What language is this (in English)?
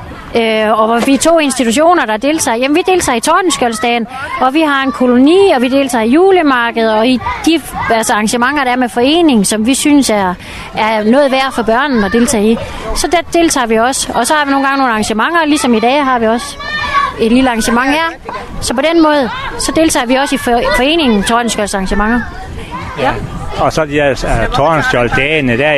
Danish